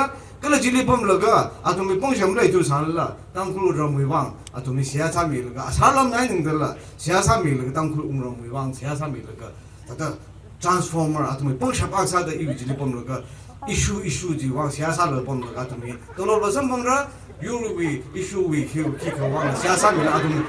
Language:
Tangkhul Naga (India)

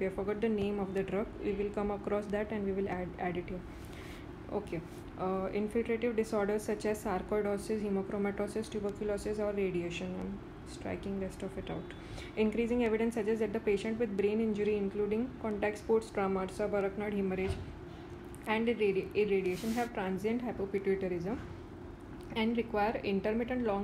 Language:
English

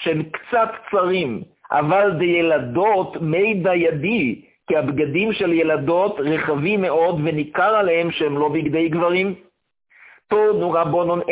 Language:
Hebrew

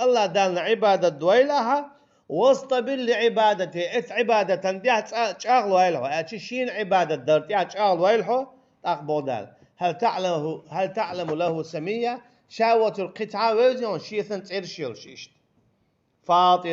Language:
Chechen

